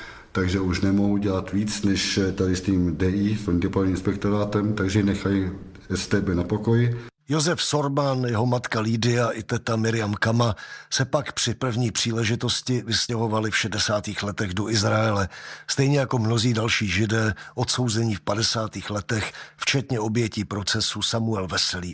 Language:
Czech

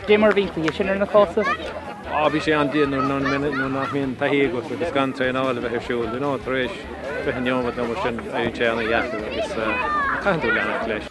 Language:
Irish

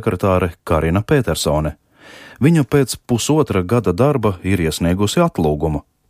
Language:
Latvian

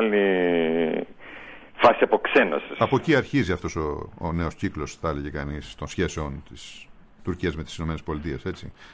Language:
Greek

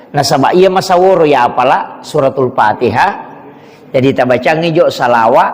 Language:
Buginese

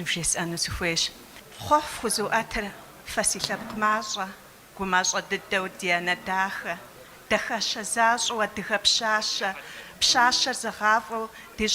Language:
Kabardian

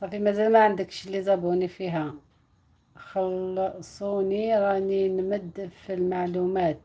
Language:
Algerian Arabic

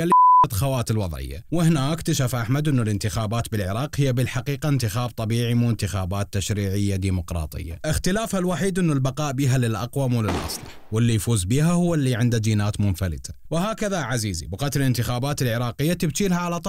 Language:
Mesopotamian Arabic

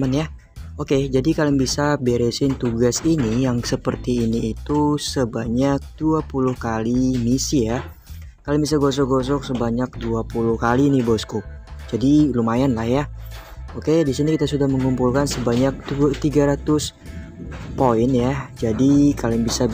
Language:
Indonesian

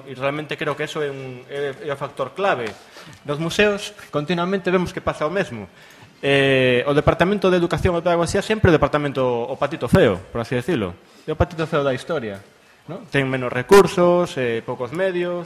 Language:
Galician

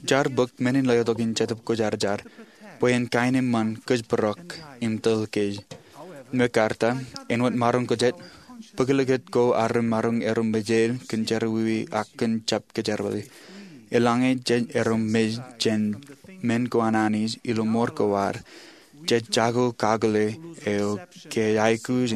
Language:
Marshallese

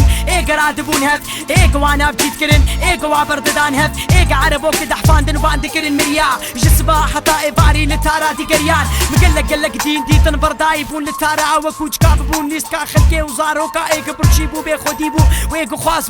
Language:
Kurdish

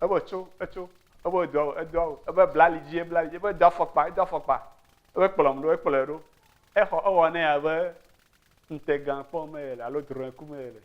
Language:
Ewe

